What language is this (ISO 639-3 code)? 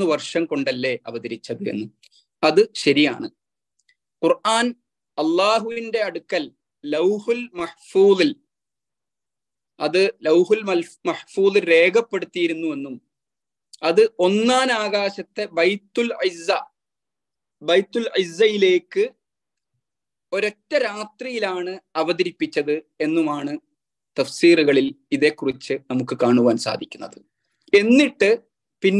mal